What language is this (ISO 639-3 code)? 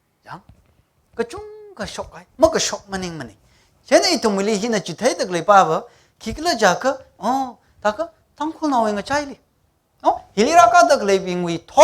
nmf